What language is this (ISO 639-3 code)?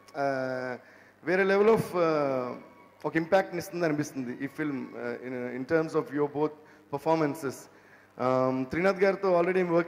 tel